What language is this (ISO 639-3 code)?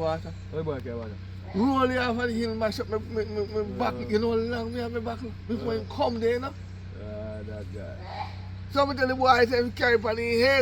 jam